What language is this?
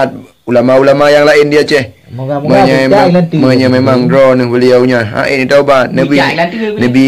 Achinese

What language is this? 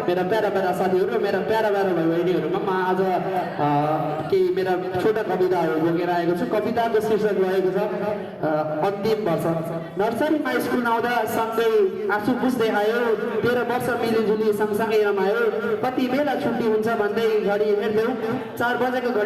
Nepali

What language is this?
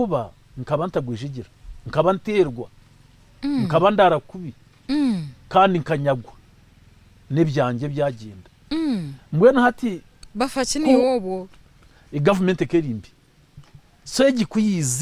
Nyankole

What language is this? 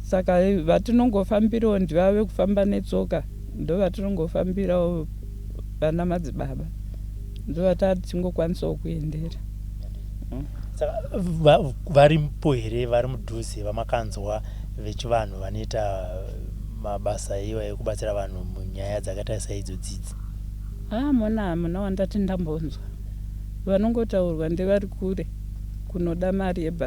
Shona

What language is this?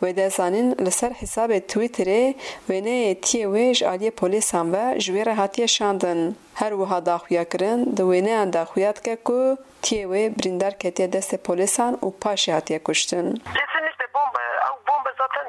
Kurdish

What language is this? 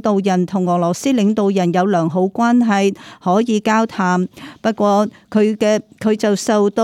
Cantonese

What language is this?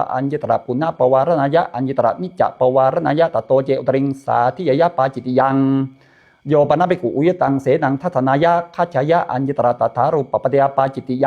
Pali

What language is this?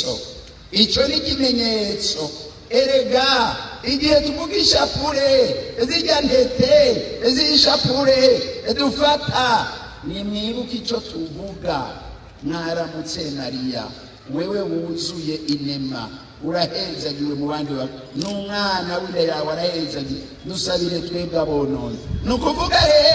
Rundi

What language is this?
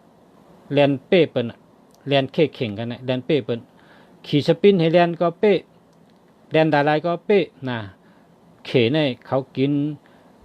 Shan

